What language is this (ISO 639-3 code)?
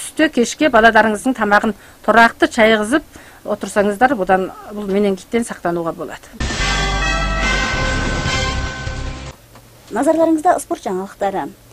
kaz